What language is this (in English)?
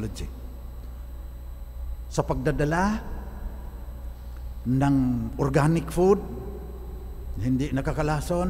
Filipino